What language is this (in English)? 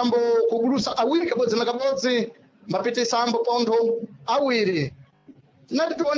Sena